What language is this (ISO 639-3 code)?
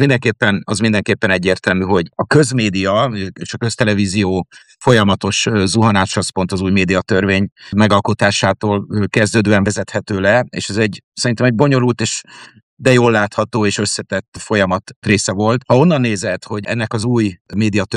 hun